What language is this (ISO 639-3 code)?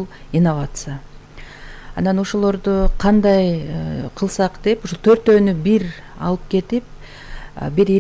kir